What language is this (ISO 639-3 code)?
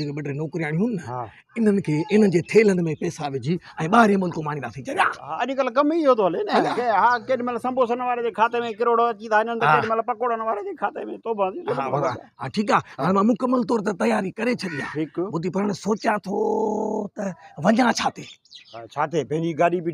snd